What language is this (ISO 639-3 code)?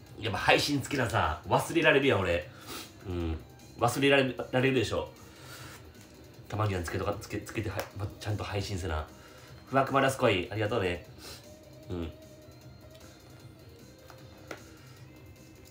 jpn